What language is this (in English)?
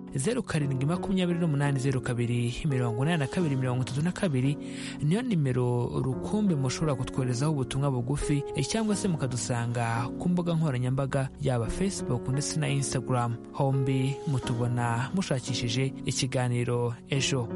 Kinyarwanda